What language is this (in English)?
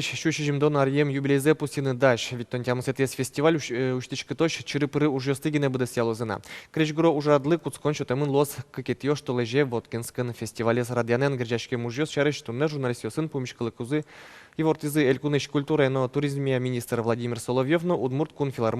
Udmurt